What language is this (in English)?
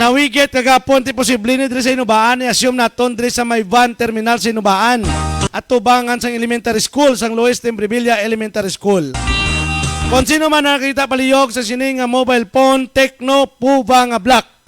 Hiligaynon